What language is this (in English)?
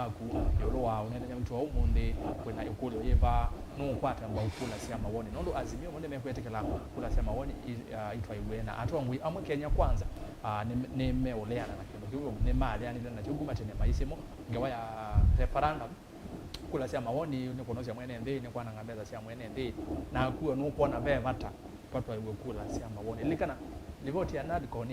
Kamba